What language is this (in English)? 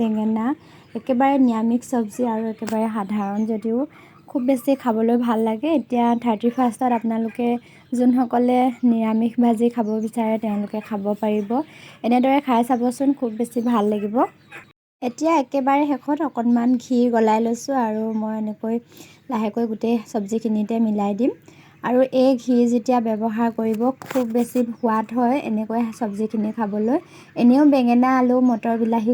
Assamese